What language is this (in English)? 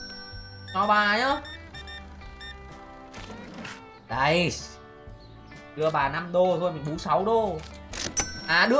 Vietnamese